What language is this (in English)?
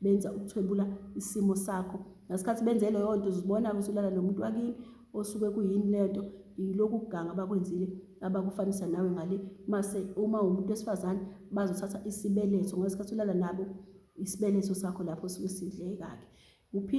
Zulu